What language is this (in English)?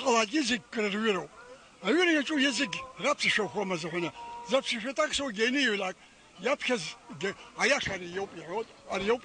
Abkhazian